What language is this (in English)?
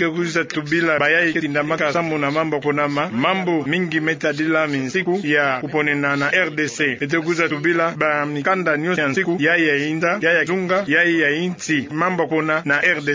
Kituba (Democratic Republic of Congo)